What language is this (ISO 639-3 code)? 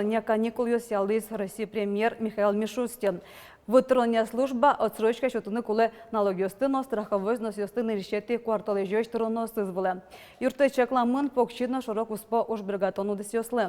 udm